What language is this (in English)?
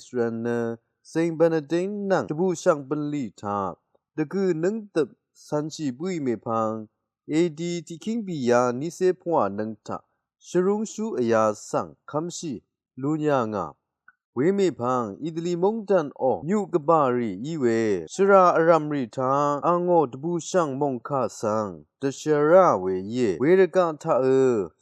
Rawang